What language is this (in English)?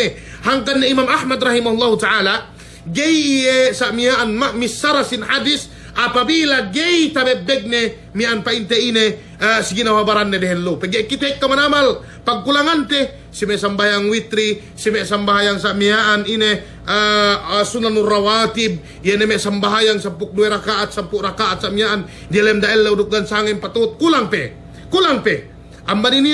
Yakan